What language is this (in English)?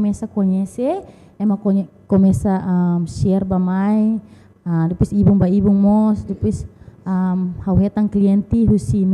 Tetum